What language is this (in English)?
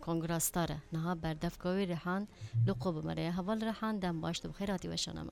Kurdish